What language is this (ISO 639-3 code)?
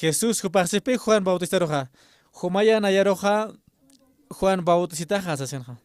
aym